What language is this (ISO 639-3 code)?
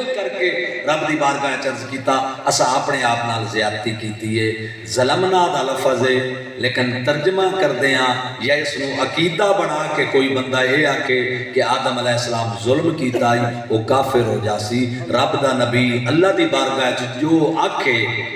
skr